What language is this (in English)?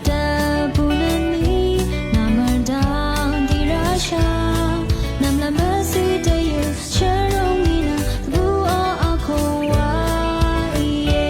Rawang